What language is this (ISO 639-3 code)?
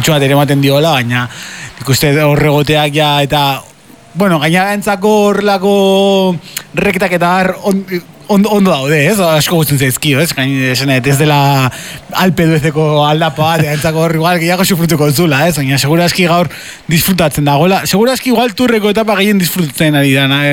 eus